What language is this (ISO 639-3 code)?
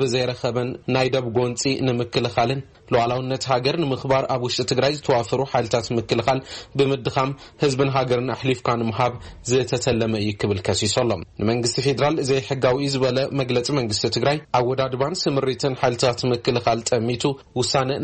tir